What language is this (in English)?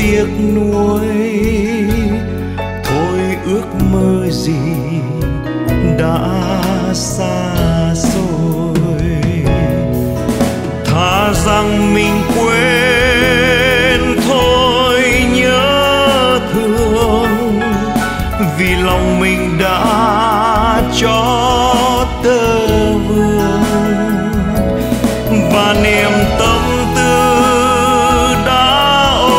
Vietnamese